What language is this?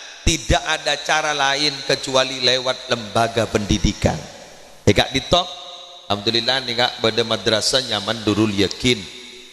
Madurese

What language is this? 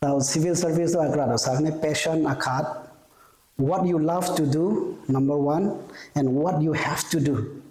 Rongmei Naga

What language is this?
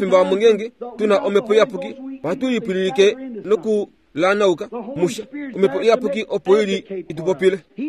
Kuanyama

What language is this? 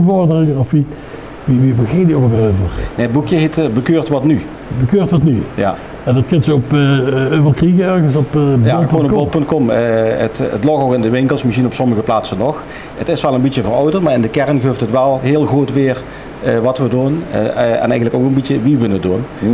Limburgish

